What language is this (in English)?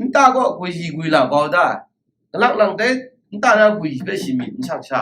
Kachin